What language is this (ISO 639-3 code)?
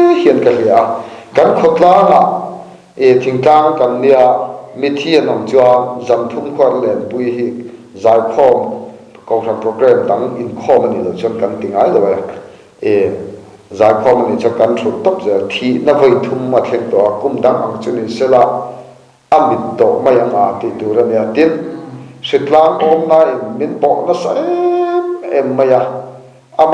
lus